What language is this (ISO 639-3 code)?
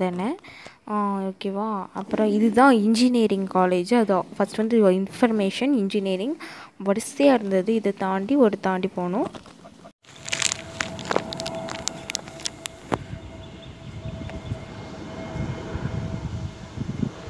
tam